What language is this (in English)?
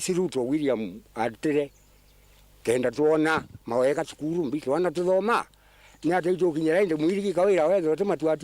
Meru